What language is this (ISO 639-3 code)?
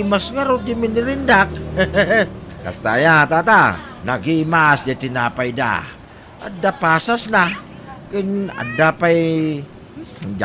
ilo